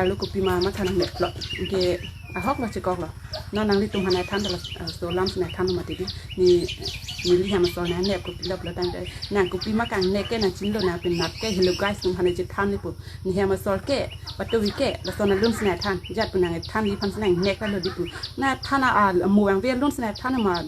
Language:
Karbi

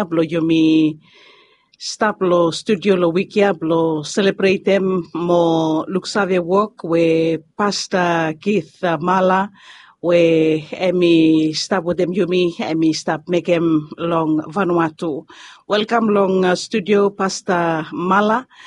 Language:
Bislama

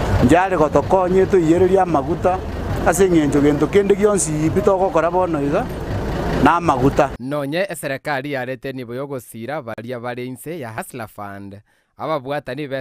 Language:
Gusii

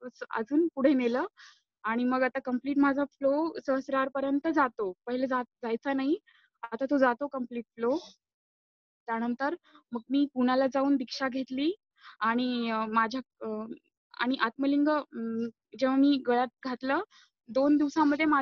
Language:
Marathi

